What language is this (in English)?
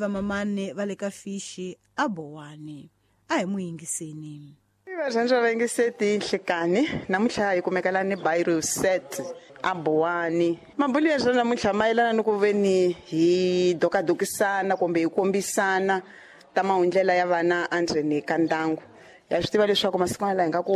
Tsonga